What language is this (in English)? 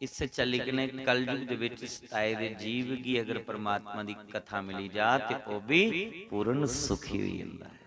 Dogri